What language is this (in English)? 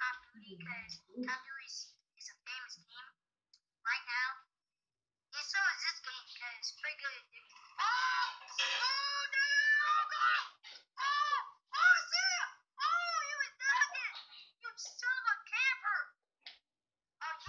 English